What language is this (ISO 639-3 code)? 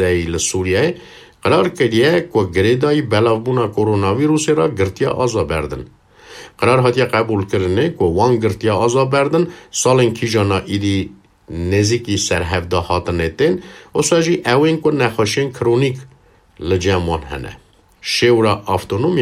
kur